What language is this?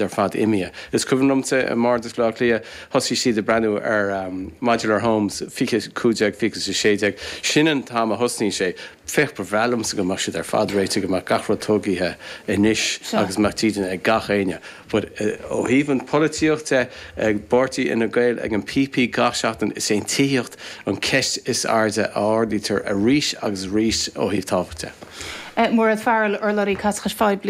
Irish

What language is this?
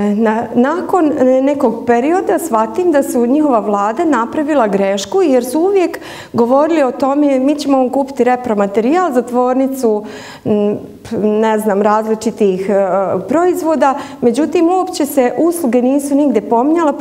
Bosnian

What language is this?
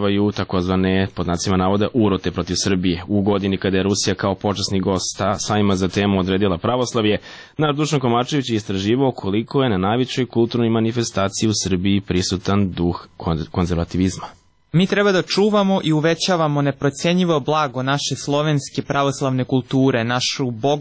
Serbian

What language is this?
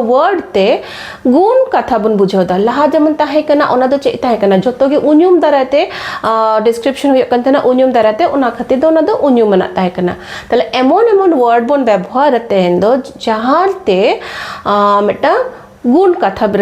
Santali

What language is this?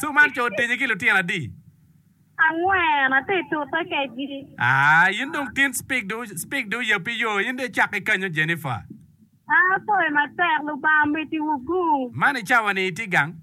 Acoli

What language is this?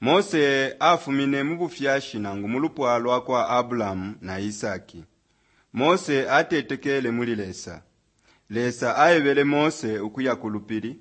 Bemba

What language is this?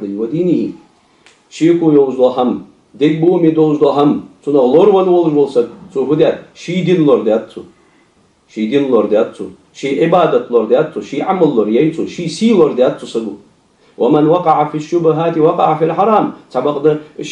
Ingush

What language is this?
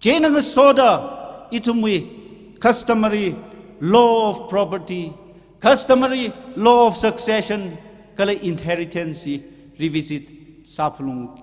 Tangkhul Naga (India)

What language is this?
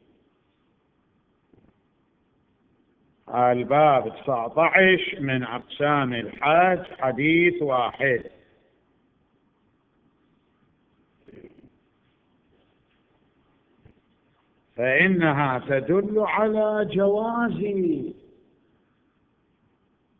Arabic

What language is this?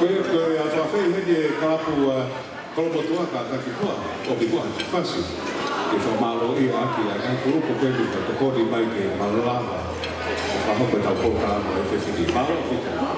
Tongan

